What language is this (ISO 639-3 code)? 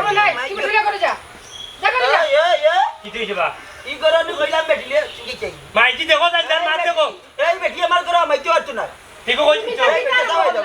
syl